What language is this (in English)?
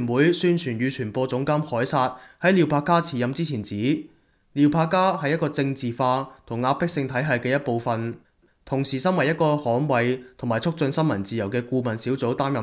Cantonese